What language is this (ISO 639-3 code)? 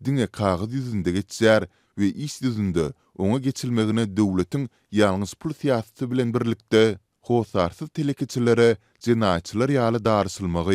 tuk